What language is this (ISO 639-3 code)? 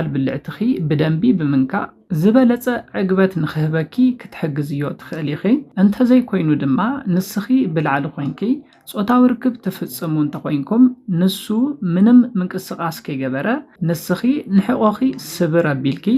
tir